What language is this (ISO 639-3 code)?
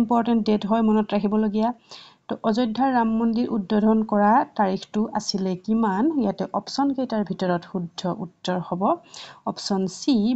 asm